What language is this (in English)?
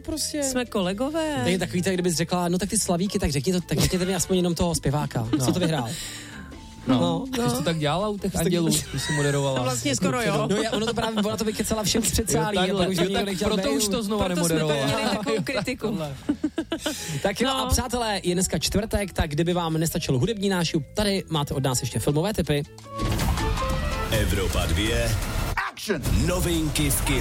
Czech